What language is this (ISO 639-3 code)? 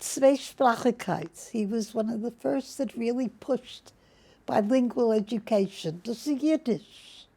yid